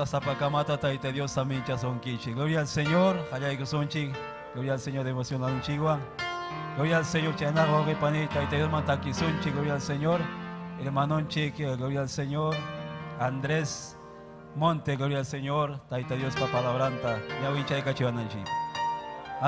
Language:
Ayacucho Quechua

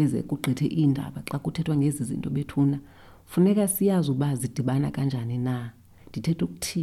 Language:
Xhosa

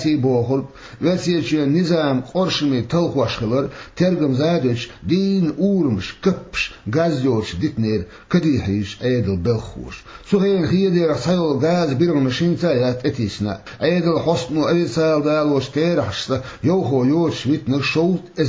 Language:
Chechen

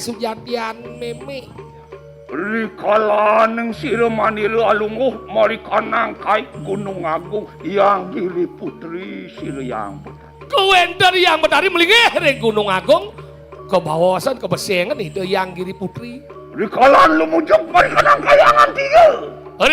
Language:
Balinese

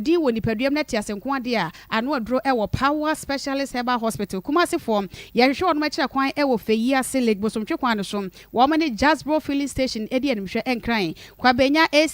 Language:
Akan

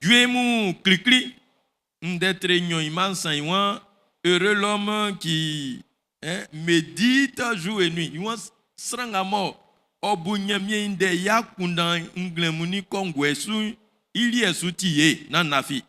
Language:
Baoulé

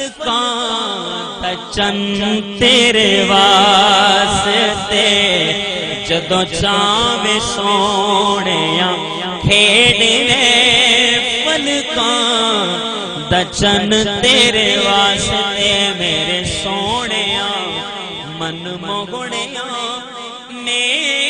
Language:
Saraiki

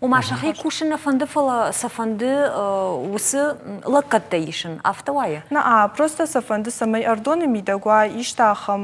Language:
Ossetic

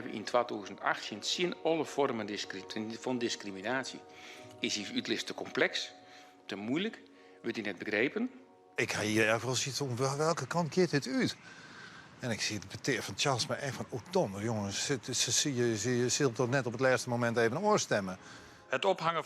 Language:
Western Frisian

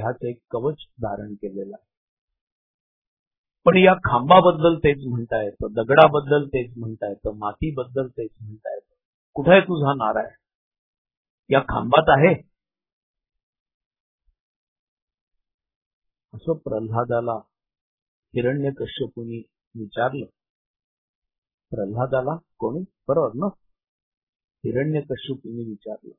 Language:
Marathi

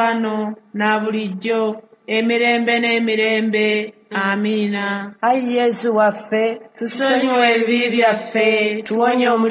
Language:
Ganda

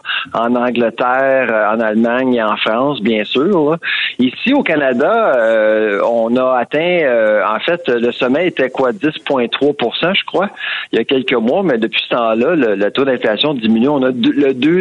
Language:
French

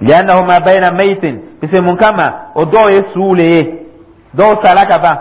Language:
Dyula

